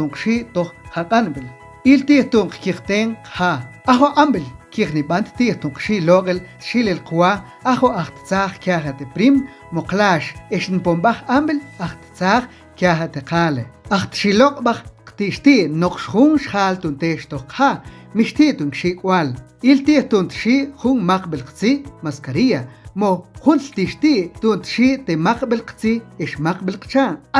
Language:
Mam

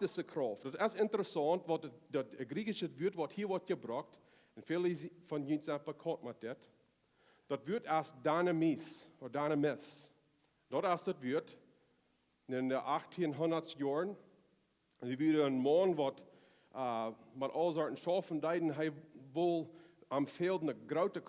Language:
Plautdietsch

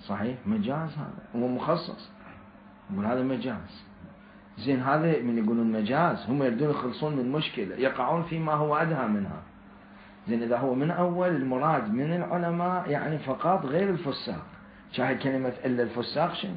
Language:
Mesopotamian Arabic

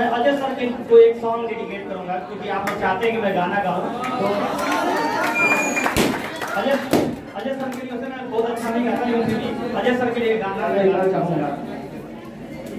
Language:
Hindi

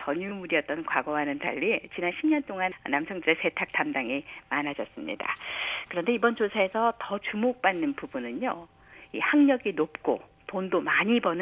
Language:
Korean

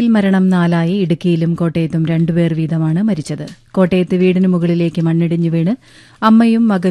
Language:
Malayalam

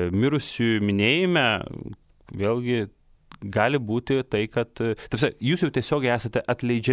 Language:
Lithuanian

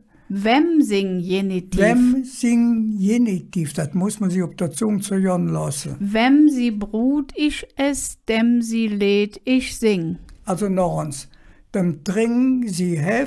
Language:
Colognian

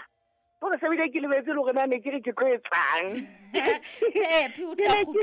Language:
Southern Sotho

